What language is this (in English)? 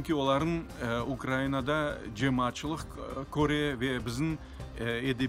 Crimean Tatar